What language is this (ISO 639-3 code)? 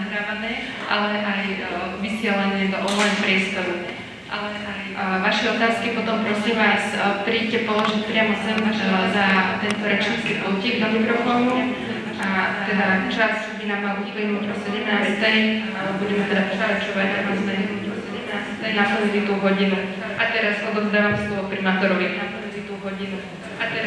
slk